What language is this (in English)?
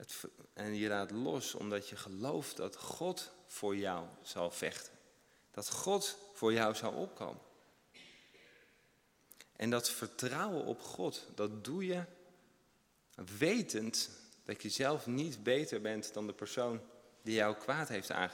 Dutch